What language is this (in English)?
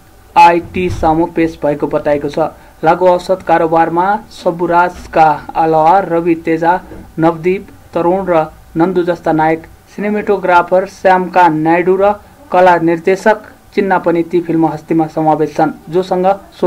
Nepali